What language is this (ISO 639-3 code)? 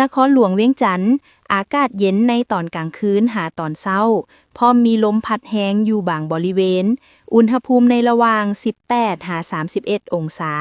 lao